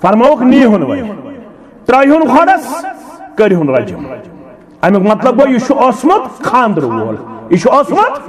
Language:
Kashmiri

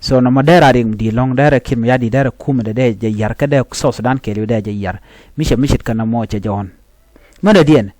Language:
Nuer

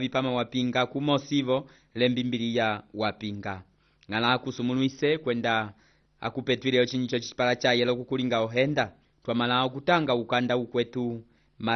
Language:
Umbundu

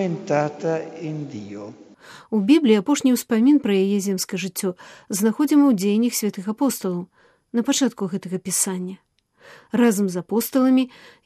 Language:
Belarusian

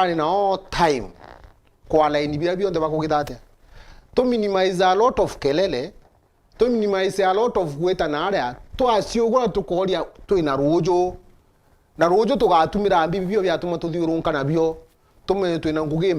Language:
Meru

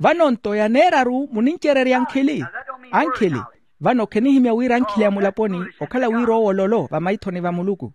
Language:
Makhuwa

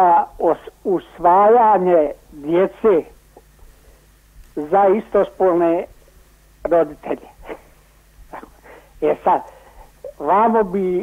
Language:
Croatian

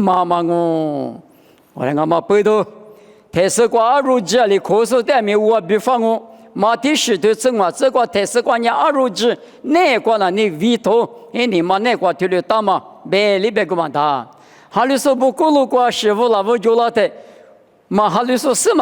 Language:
Lisu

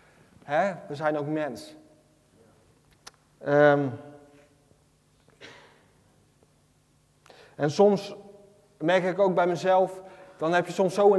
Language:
Dutch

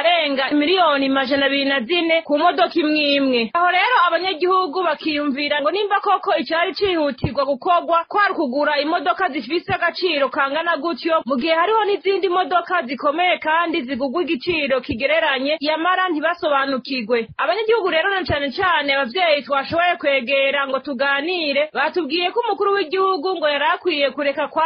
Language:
Rundi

